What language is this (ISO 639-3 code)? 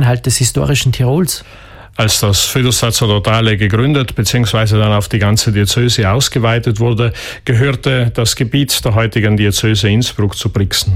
deu